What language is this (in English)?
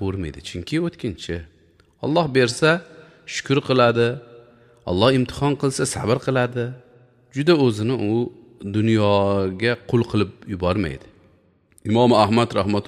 Uzbek